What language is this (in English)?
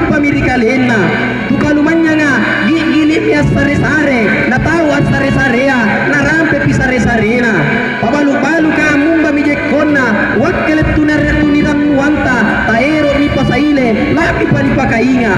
Makasar